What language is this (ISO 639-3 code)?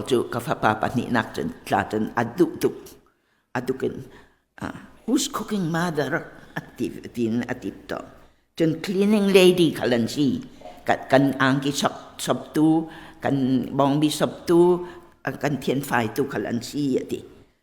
cnh